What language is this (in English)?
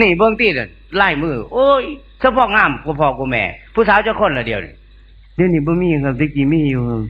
Northeastern Thai